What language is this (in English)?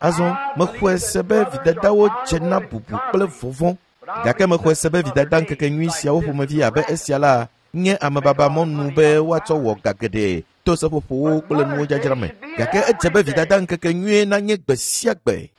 Ewe